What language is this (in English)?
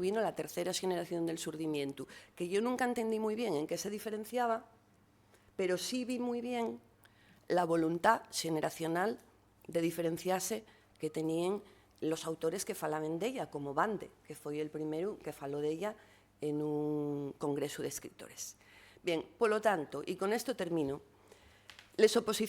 Asturian